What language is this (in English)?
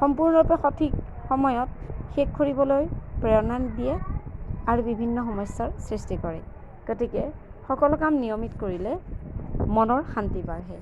Assamese